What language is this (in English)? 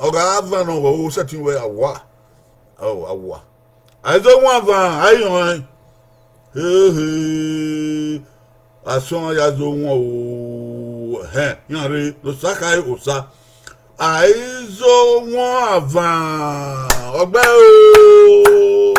Bini